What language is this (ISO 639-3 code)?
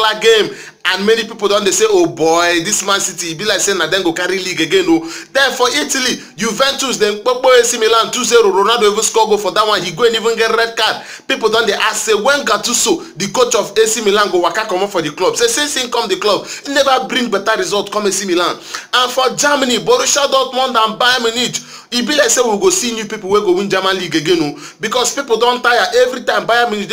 pcm